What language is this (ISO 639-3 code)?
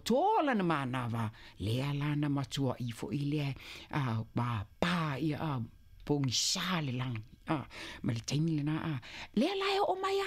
smo